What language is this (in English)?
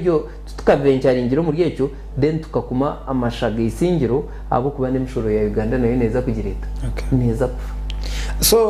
Nyankole